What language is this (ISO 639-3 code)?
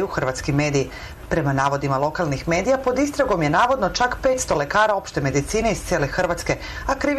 srp